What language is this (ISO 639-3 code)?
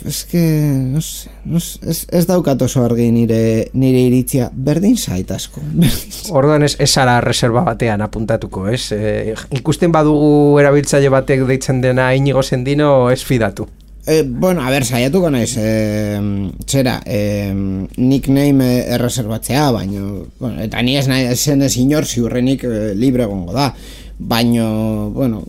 eus